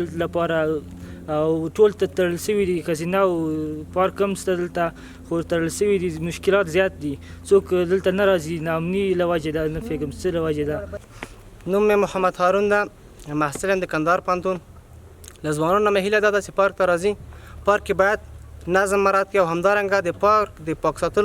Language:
Pashto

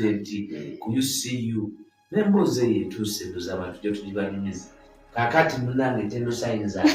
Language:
Ganda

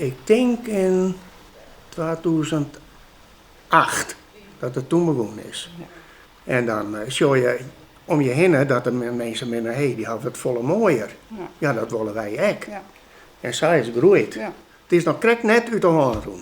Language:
Western Frisian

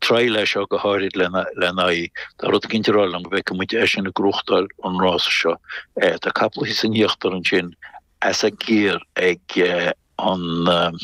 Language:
Irish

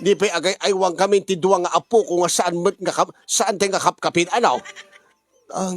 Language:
Iloko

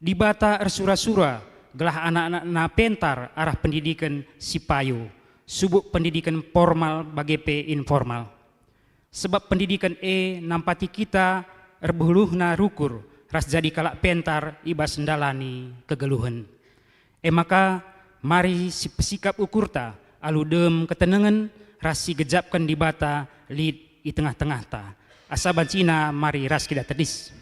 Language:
Batak Karo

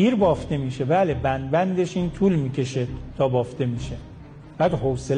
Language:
Persian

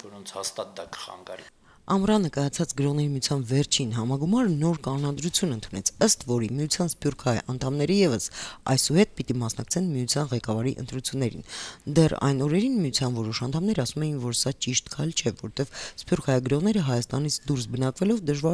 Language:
Armenian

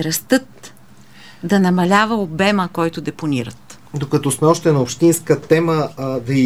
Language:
Bulgarian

